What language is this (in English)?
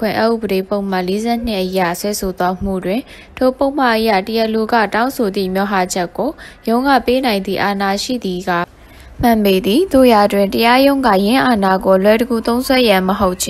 Burmese